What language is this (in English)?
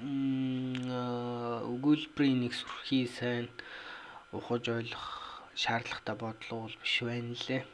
Mongolian